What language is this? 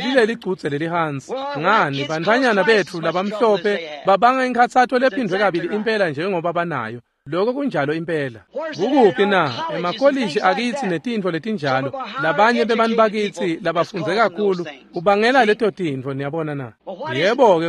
Swati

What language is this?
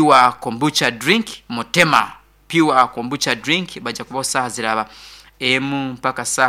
Nyankole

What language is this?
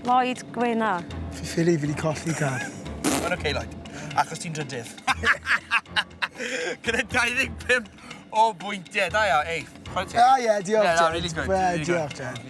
Welsh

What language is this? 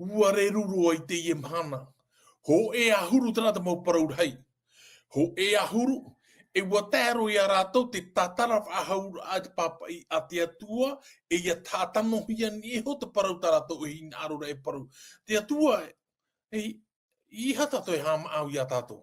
Tahitian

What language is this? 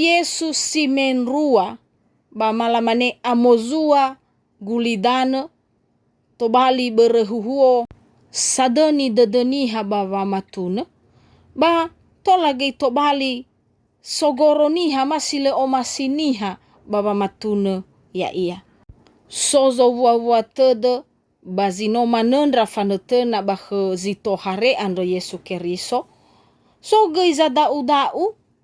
Nias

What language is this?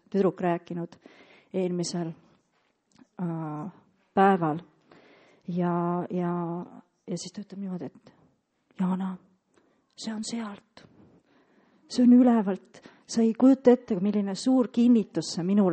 Estonian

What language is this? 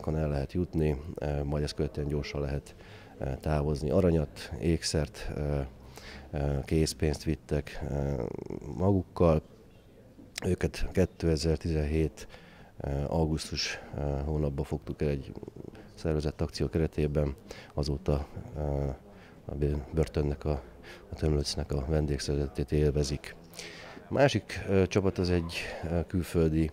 Hungarian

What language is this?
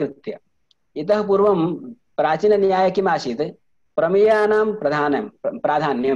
Sanskrit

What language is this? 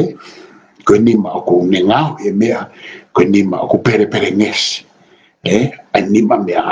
Tongan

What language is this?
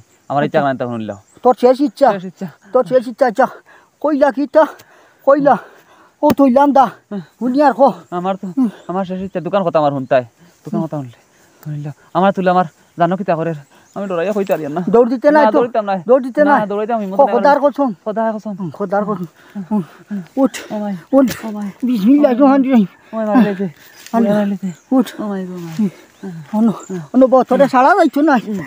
Sylheti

